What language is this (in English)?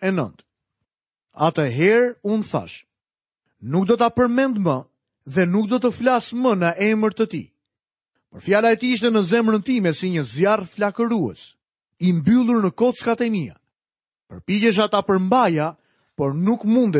Albanian